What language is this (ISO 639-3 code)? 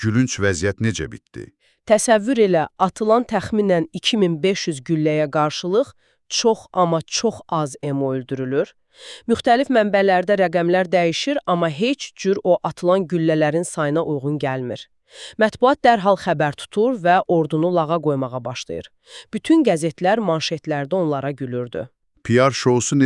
aze